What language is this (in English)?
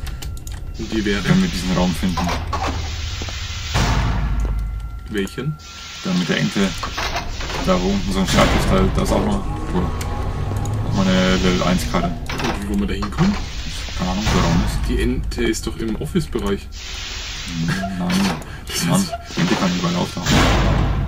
German